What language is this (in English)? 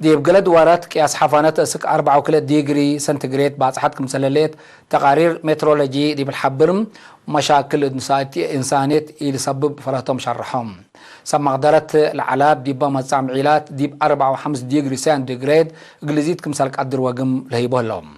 Tigre